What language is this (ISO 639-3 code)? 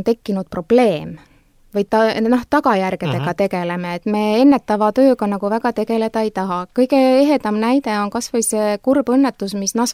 est